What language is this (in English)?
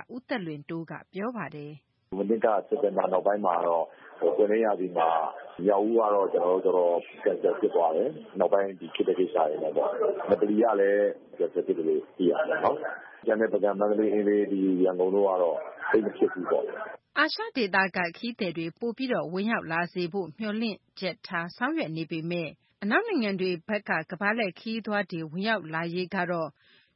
Burmese